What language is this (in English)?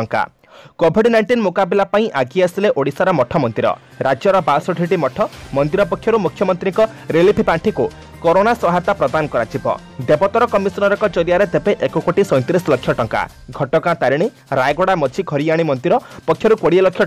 Odia